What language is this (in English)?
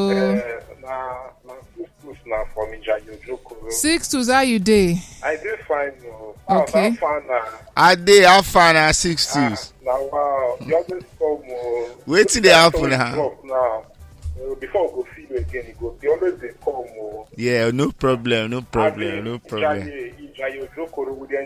Nigerian Pidgin